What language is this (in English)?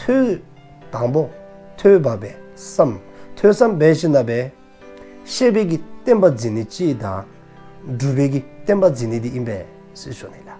Dzongkha